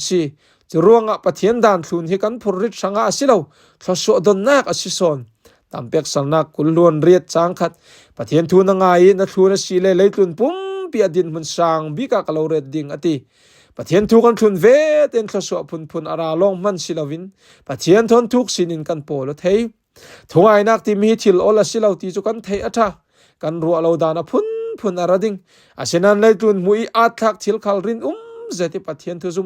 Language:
Falam Chin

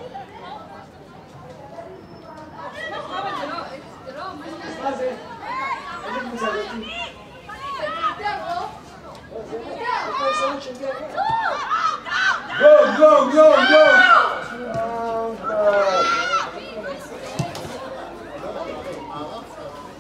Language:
Hebrew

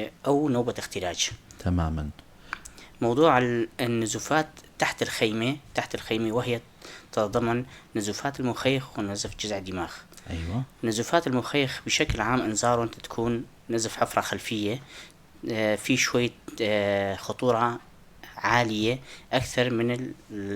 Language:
North Levantine Arabic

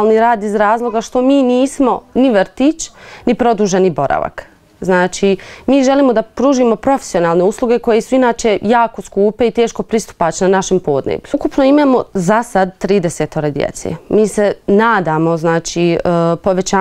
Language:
Bosnian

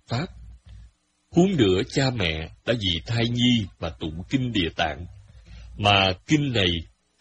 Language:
Vietnamese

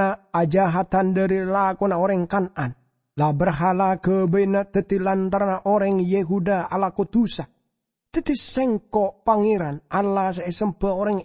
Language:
Madurese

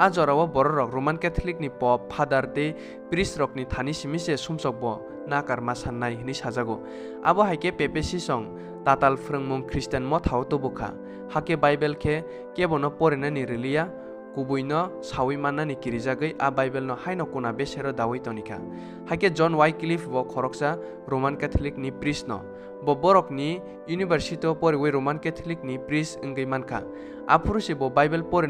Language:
Kok Borok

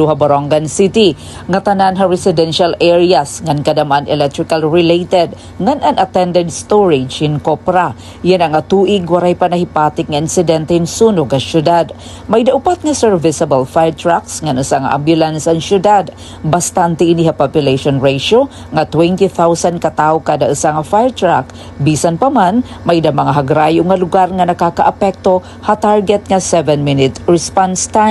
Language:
Waray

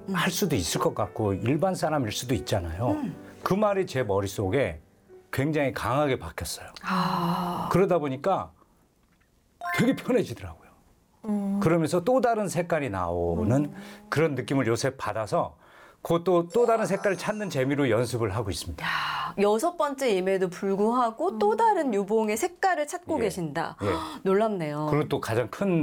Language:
Korean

